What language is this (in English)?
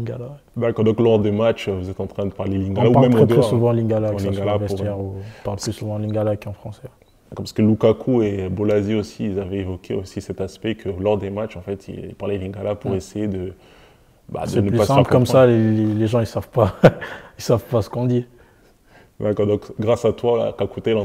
French